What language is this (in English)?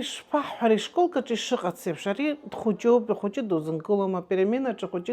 Abkhazian